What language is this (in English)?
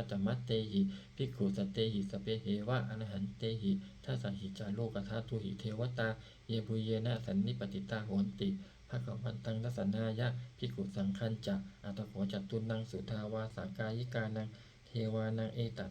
Pali